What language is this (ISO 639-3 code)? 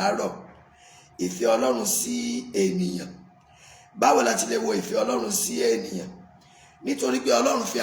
yor